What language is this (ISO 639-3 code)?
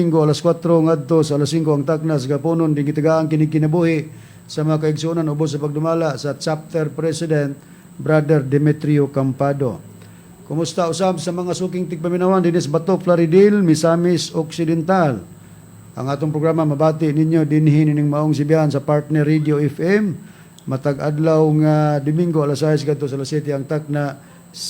ceb